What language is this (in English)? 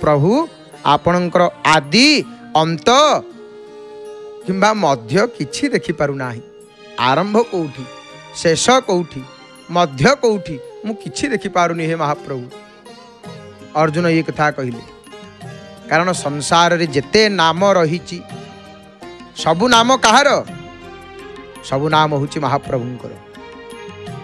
Odia